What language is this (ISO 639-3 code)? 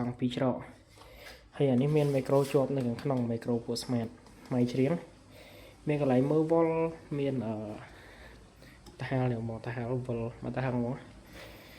khm